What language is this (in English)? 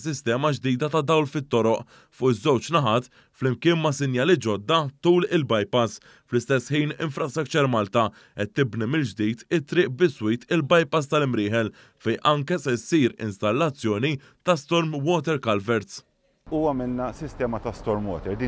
Maltese